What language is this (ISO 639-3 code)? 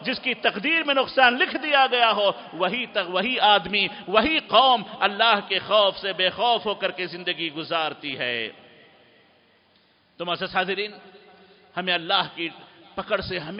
urd